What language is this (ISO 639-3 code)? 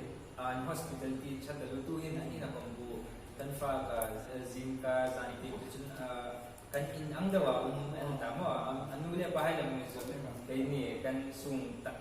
hmr